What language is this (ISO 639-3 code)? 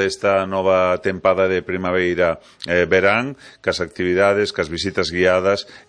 glg